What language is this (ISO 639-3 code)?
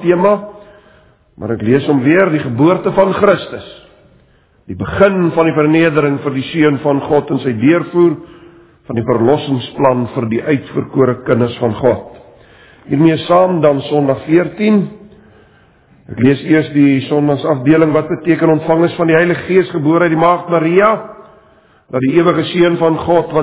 afr